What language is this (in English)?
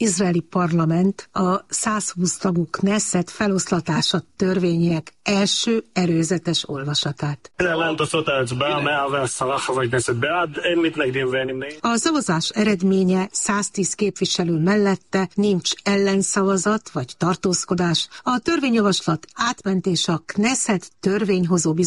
Hungarian